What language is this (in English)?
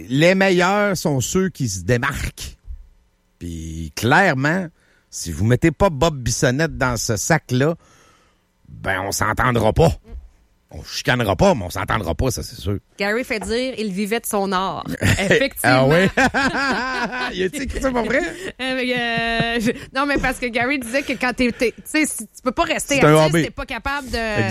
French